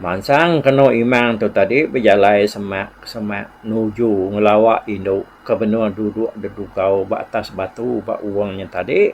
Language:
Iban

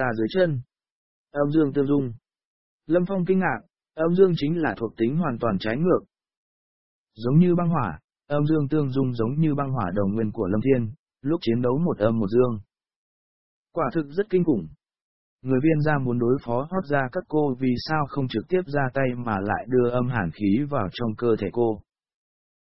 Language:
Vietnamese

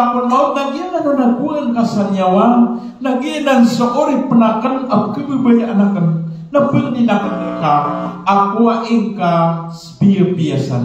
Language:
Maranao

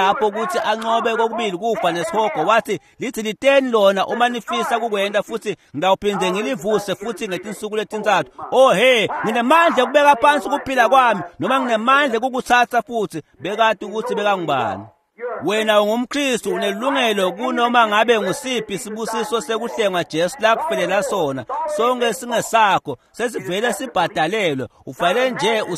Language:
Swati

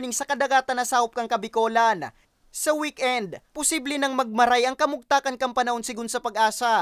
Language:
Bikol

